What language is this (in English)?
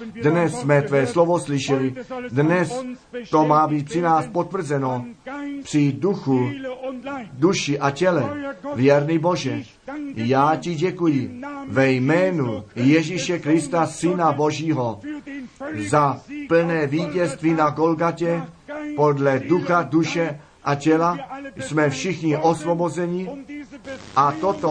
Czech